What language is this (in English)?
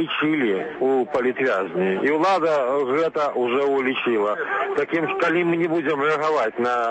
Belarusian